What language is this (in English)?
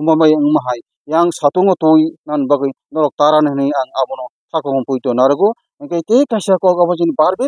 Kok Borok